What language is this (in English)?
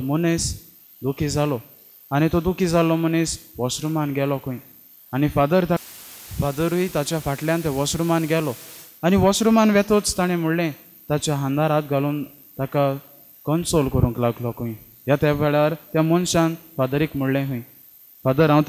Konkani